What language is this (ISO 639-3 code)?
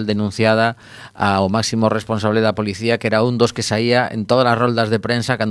glg